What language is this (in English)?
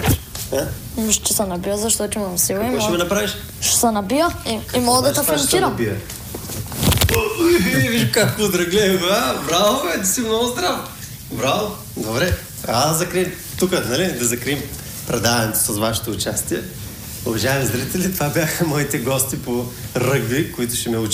Bulgarian